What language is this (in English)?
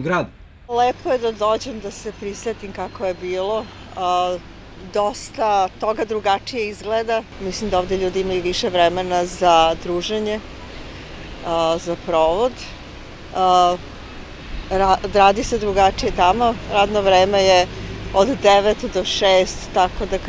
Serbian